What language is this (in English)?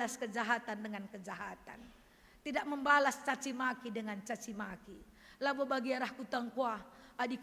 Batak Karo